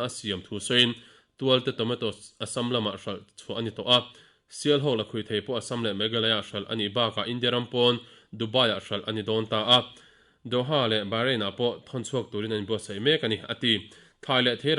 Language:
Mizo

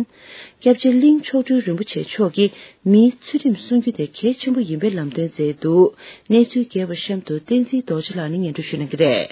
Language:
Tibetan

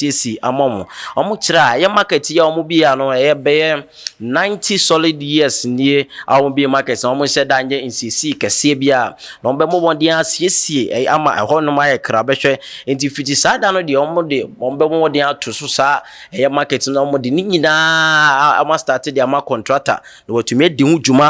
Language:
Akan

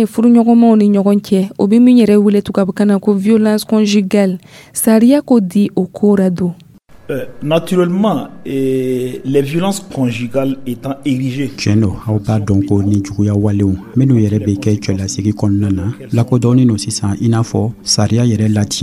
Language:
Dyula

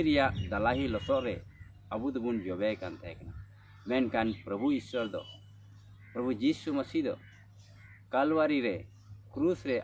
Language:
Santali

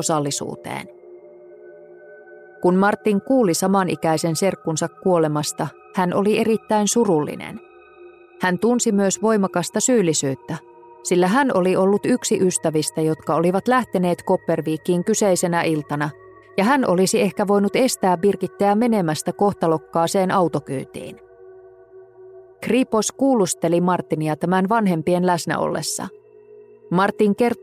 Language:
Finnish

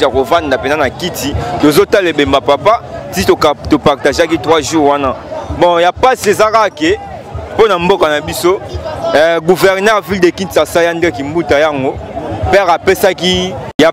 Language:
Lingala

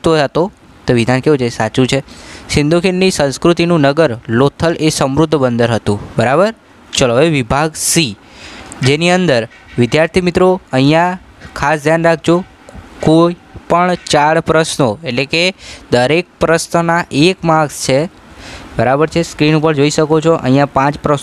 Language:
Gujarati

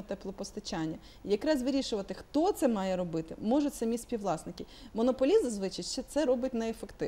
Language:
Ukrainian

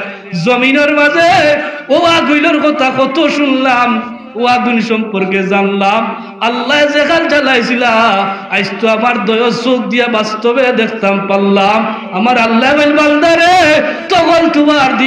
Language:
Sylheti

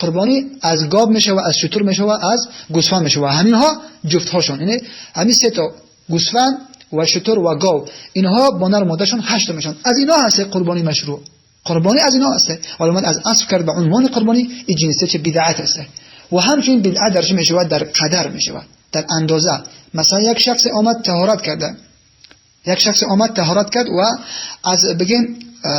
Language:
Tajik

